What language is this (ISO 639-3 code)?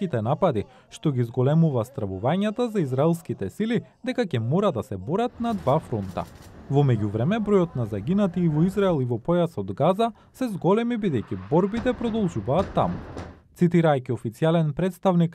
mkd